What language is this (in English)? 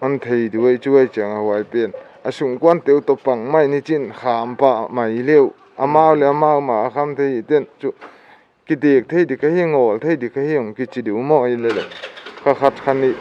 Paite Chin